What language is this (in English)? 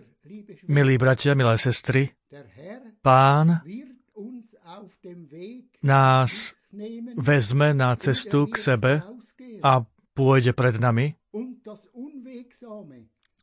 Slovak